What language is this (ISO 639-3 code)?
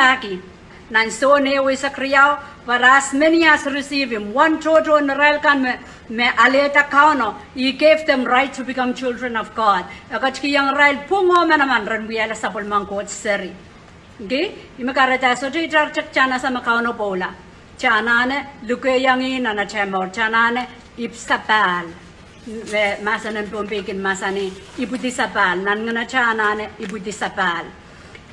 pon